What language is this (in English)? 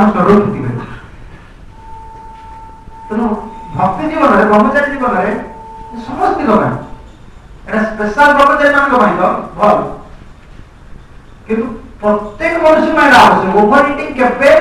Odia